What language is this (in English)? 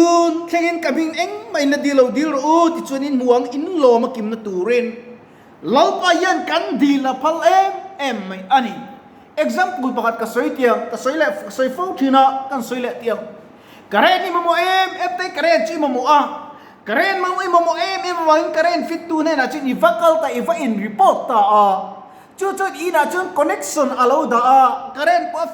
Mizo